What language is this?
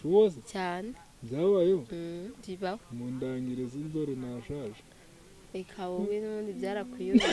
Kinyarwanda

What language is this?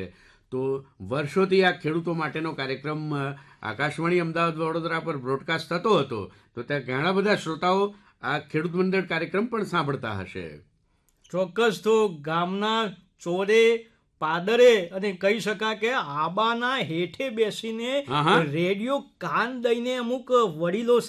Gujarati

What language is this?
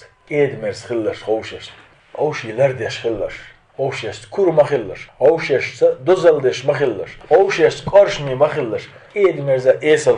Chechen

